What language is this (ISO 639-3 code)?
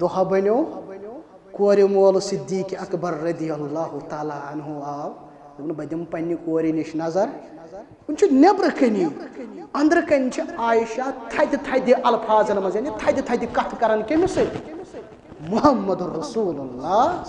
kas